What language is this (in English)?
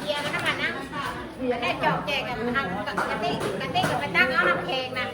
Northeastern Thai